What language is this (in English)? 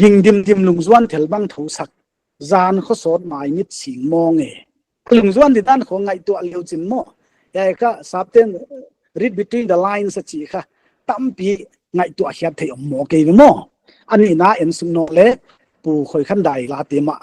Paite Chin